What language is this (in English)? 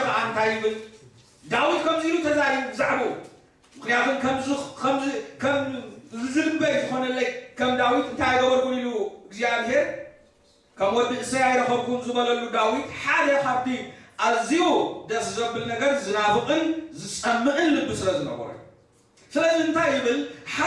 Tigrinya